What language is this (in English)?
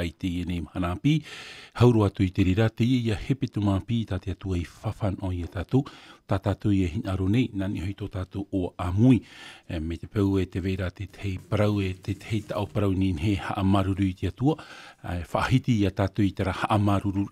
Tahitian